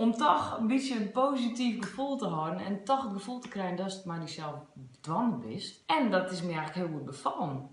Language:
Western Frisian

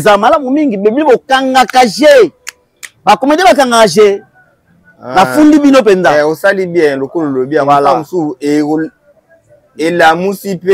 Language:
Lingala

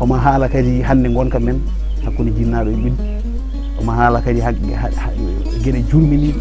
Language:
Fula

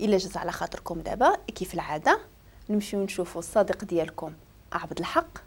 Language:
Moroccan Arabic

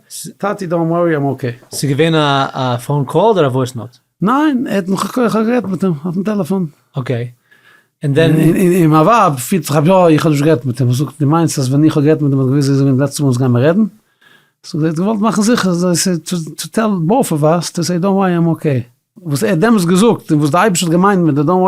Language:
Yiddish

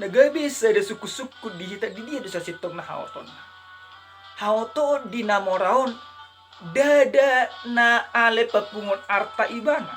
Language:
Batak Toba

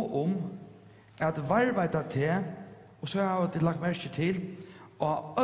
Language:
Faroese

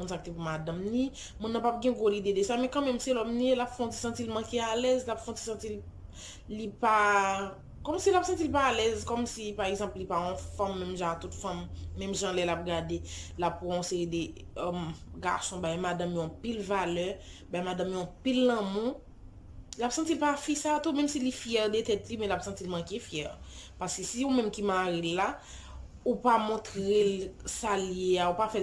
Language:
Haitian Creole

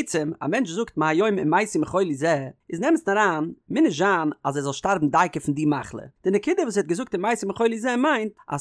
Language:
Yiddish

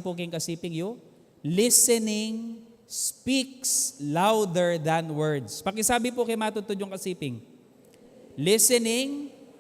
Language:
Pampanga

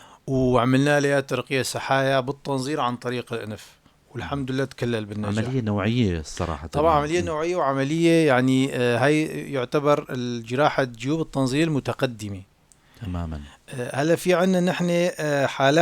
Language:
North Levantine Arabic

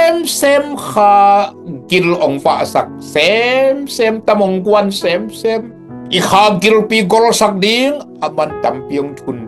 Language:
Tedim Chin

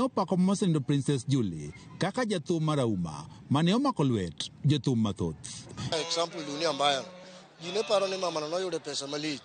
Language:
Luo (Kenya and Tanzania)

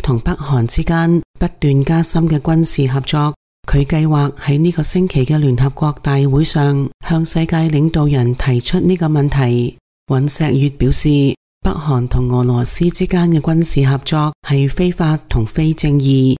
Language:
Cantonese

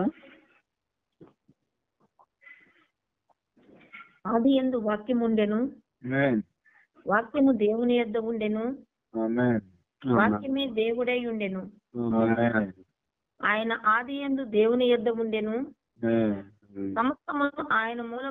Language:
Telugu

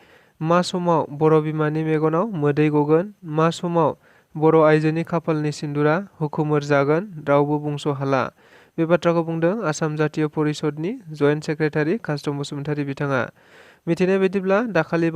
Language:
Bodo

